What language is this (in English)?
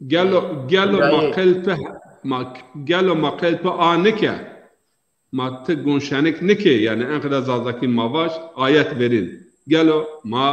Zaza